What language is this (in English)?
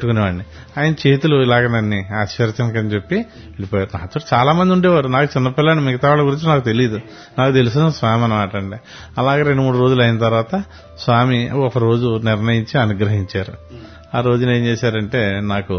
Telugu